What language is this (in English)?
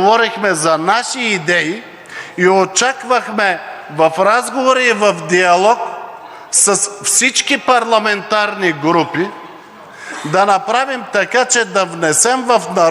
Bulgarian